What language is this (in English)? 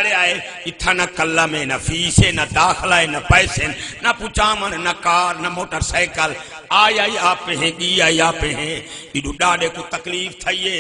Saraiki